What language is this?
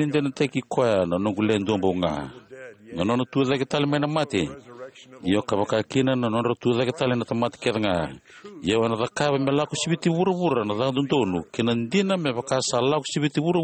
Fijian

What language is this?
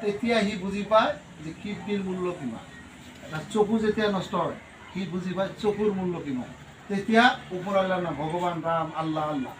Assamese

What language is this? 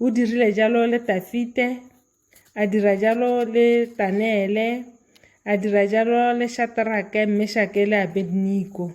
Tswana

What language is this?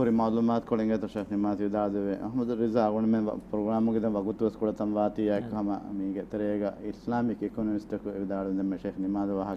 Divehi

